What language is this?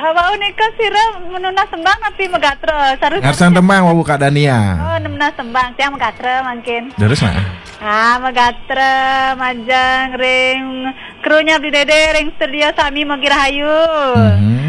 Balinese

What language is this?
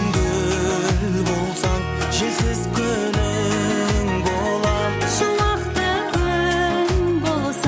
Kazakh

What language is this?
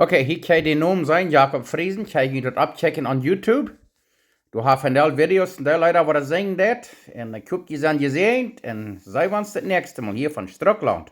Plautdietsch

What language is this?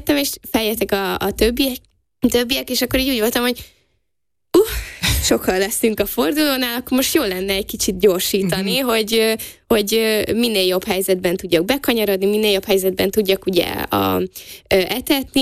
Hungarian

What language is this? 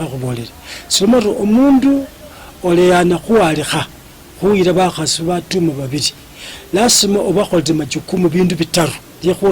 Luyia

